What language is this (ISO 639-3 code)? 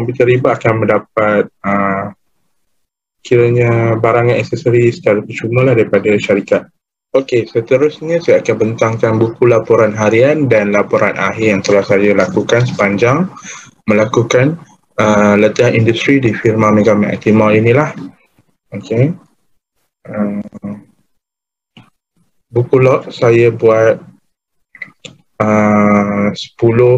msa